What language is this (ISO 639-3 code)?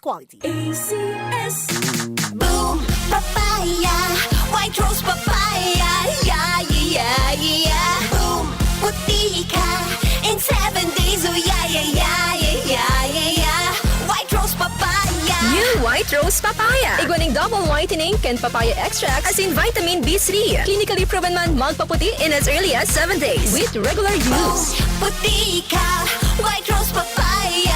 bik